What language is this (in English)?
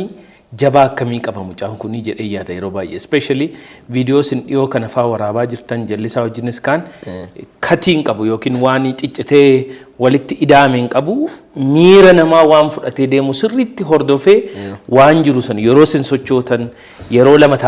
Oromo